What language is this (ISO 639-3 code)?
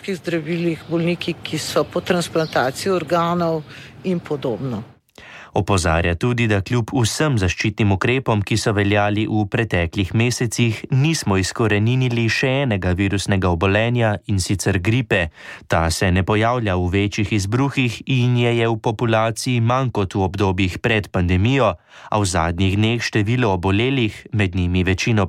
slv